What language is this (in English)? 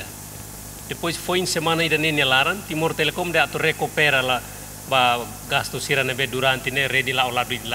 Tetum